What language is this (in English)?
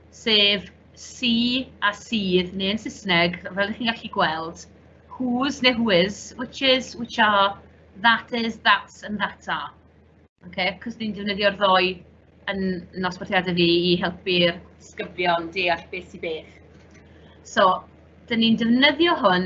Welsh